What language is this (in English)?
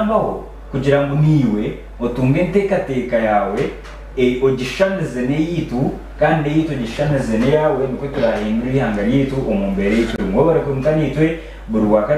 Nyankole